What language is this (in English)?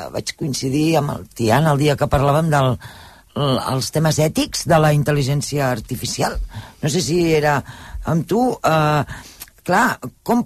Catalan